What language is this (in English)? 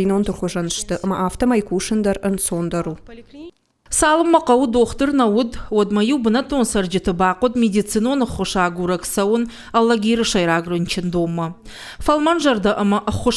Ossetic